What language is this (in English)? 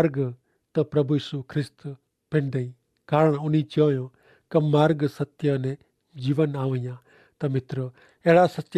Kachhi